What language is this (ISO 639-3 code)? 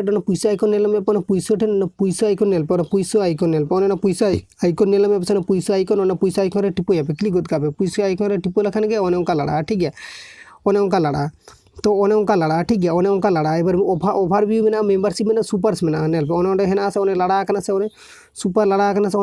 sat